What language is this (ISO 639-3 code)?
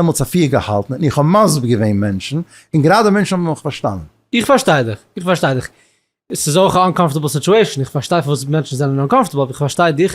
yid